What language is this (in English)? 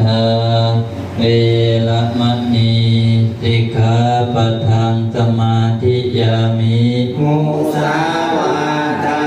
Pali